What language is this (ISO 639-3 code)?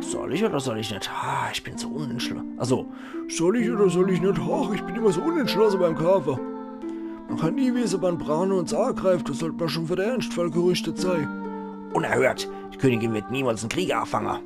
pfl